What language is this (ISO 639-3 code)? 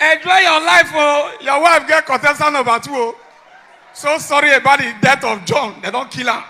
pcm